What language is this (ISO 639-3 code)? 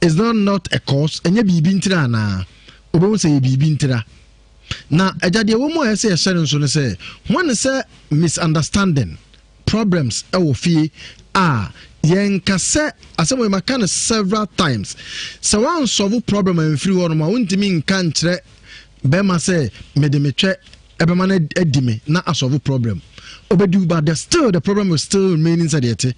aka